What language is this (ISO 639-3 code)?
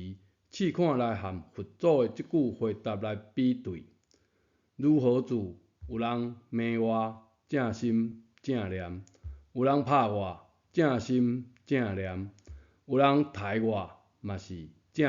nan